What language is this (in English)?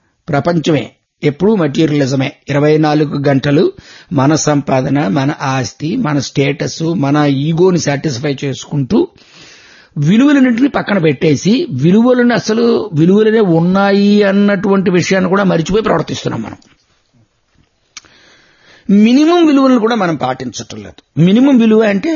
Telugu